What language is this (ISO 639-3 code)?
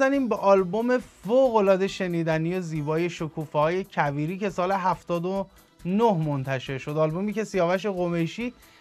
fas